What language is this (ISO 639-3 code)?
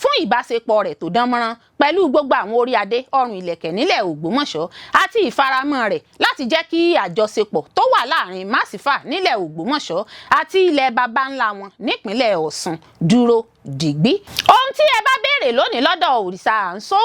yor